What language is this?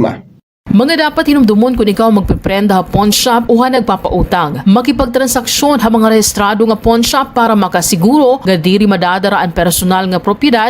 Waray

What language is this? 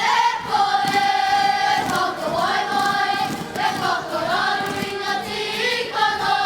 Māori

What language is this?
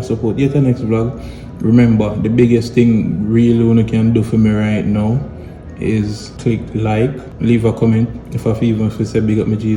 Jamaican Creole English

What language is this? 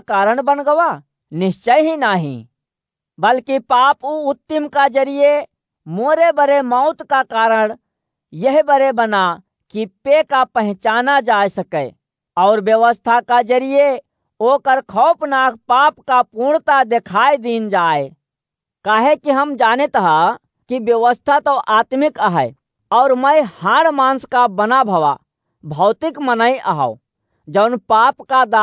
Awadhi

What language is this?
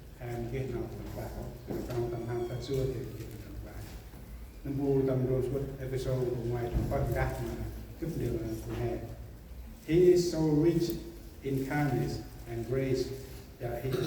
Central Mnong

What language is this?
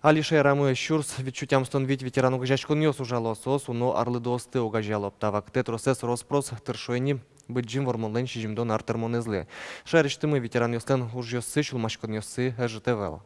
Udmurt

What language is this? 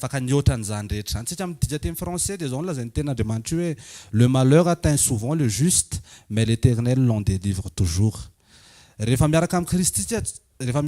Malagasy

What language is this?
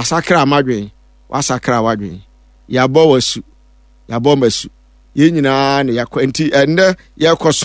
Akan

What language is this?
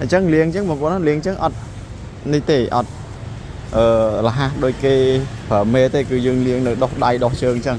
Khmer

